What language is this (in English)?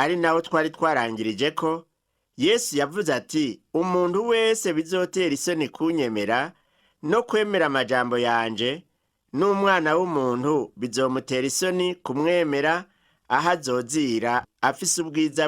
Rundi